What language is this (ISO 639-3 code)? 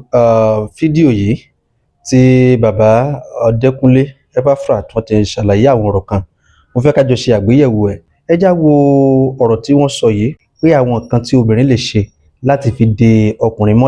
yor